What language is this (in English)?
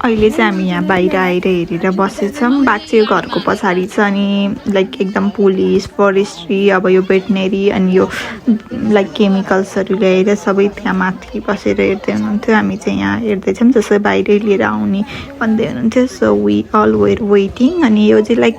Nepali